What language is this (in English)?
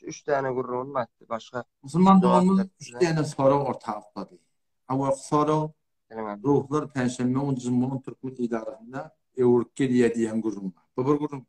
Turkmen